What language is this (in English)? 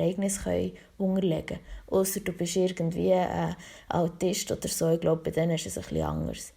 Swiss German